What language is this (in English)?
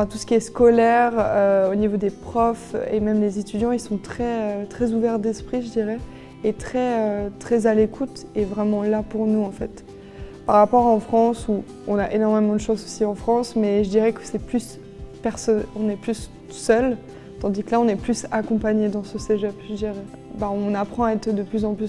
French